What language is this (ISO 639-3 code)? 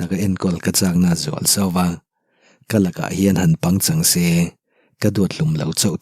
lus